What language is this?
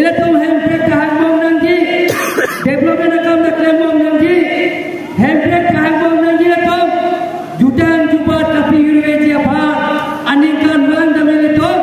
Karbi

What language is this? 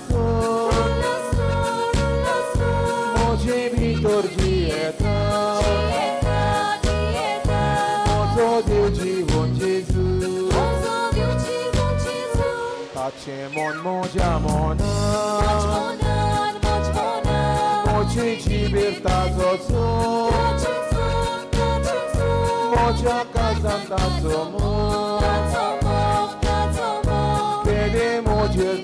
Konkani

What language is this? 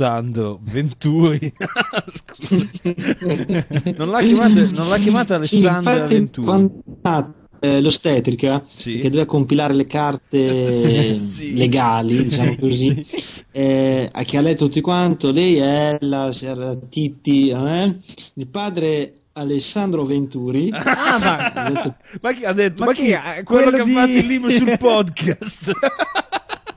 Italian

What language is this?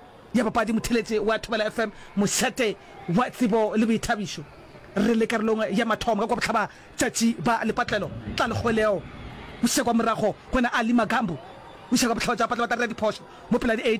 Northern Sotho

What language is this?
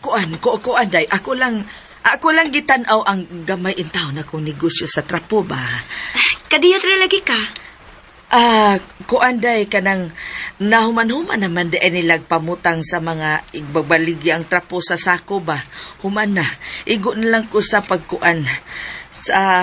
Cebuano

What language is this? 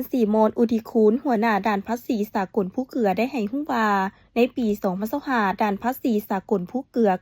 Lao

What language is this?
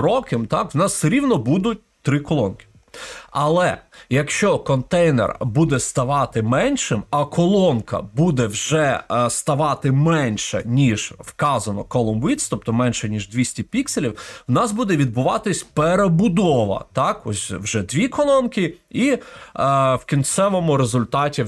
Ukrainian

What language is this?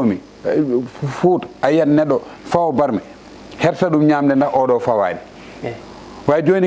Fula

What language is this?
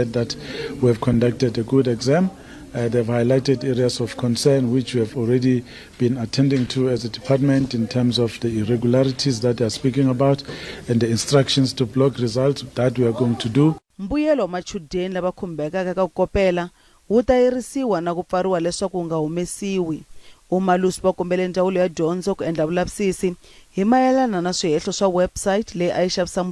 Tsonga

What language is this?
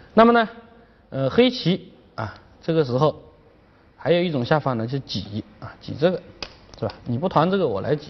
Chinese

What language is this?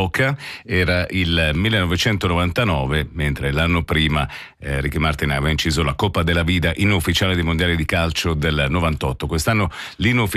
Italian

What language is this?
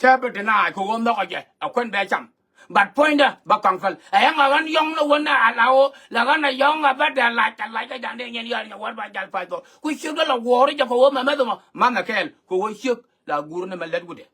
Nuer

